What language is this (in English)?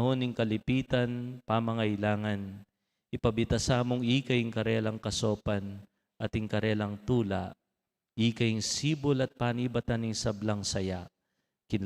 Pampanga